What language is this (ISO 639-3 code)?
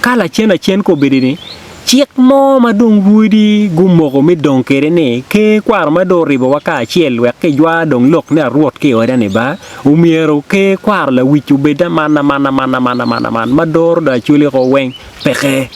ach